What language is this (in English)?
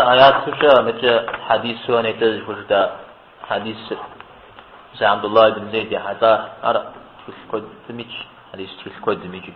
Kabardian